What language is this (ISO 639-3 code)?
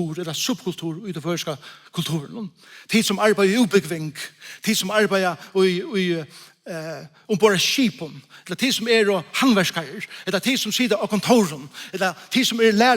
fao